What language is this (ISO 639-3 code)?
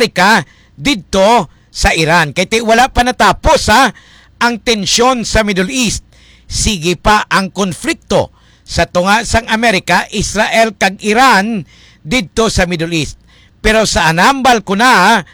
hil